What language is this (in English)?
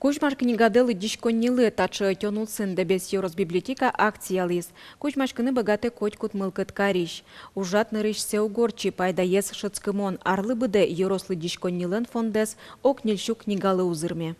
Udmurt